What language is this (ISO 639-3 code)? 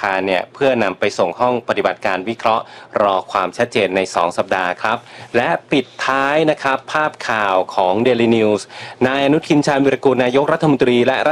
tha